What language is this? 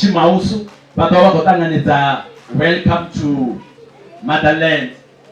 Venda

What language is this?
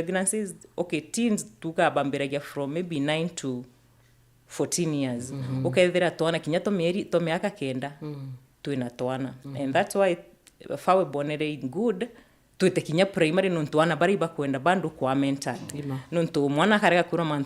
Meru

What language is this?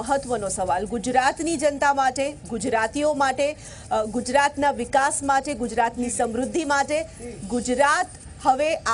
Gujarati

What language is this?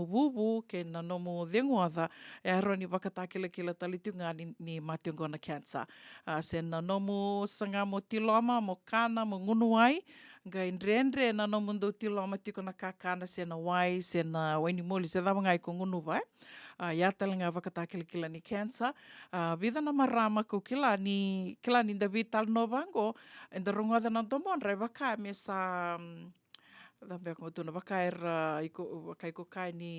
Fijian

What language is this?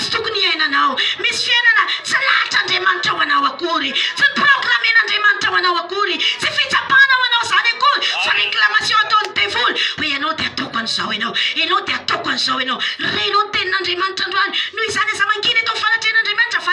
Malagasy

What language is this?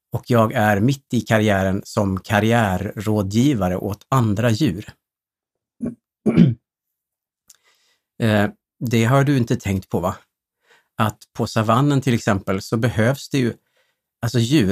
Swedish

